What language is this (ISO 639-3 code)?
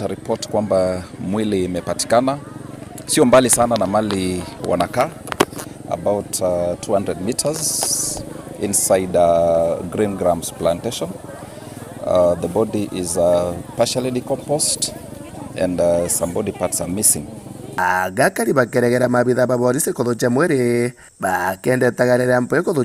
mer